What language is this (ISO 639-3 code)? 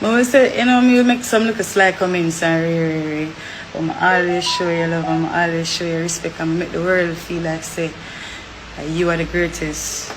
jam